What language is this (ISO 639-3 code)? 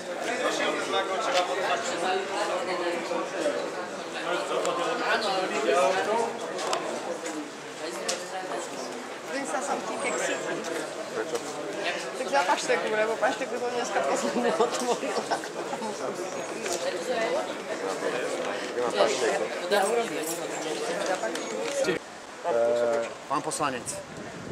slk